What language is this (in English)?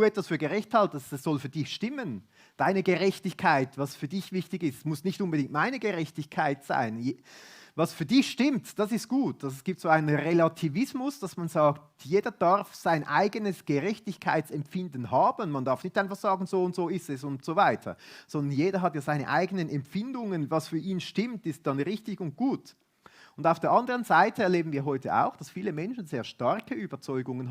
Swiss German